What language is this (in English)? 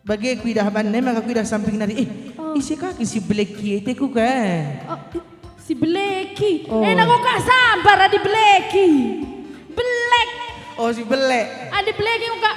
Batak Karo